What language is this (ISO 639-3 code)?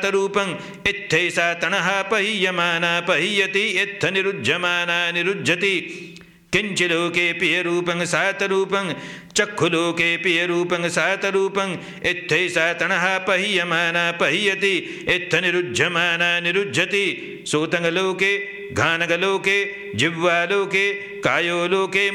pli